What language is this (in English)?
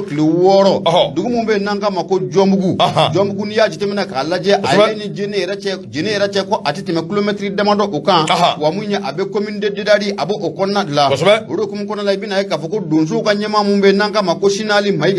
Bambara